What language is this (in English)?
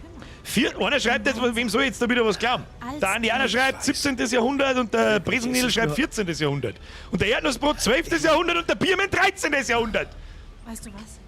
Bavarian